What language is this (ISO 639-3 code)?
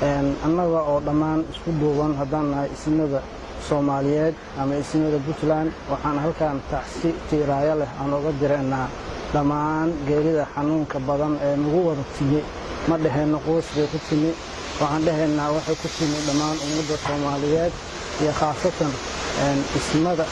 som